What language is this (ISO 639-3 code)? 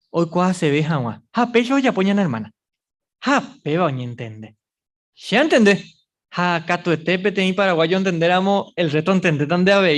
grn